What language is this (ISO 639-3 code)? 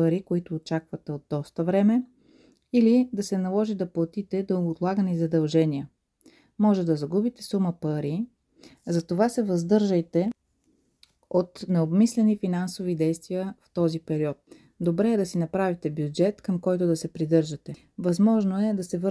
bul